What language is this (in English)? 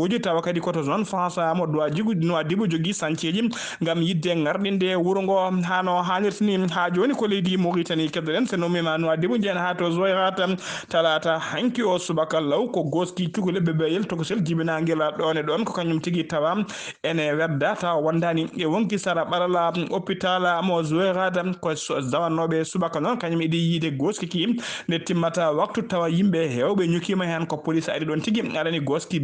Fula